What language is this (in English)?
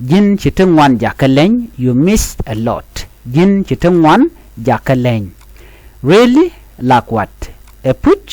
Nuer